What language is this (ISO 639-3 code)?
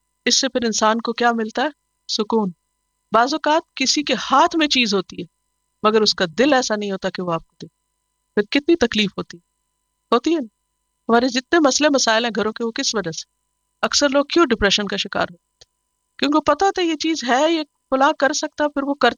urd